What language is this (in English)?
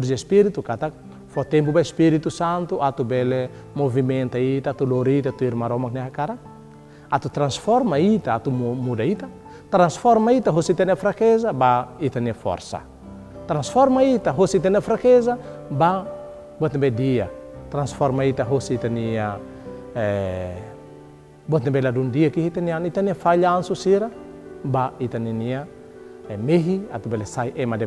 Tetum